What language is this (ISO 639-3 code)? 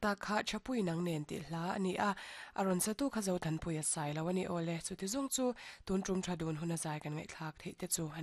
lus